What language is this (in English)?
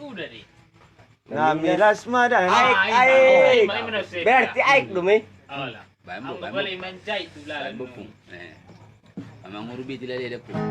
Batak Angkola